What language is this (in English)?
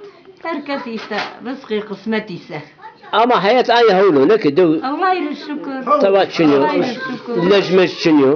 Zaza